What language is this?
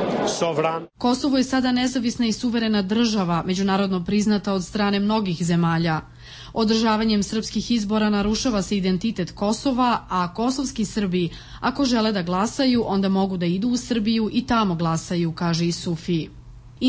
Serbian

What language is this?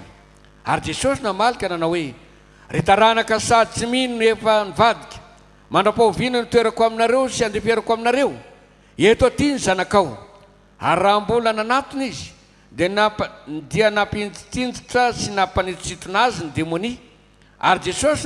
Malagasy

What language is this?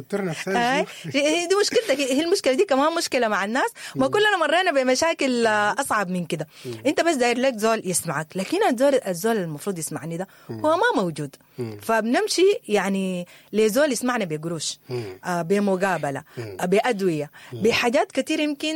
Sudanese Arabic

